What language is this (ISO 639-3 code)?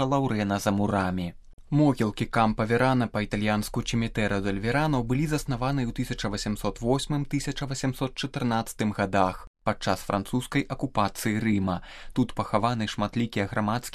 bel